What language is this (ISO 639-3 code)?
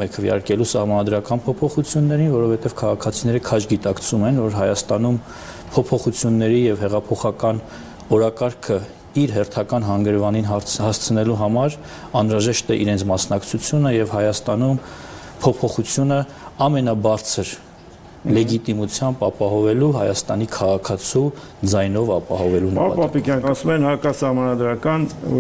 hye